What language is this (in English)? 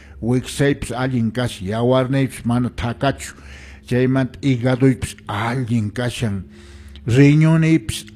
Quechua